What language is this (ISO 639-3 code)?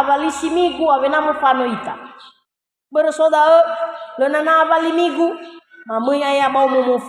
nia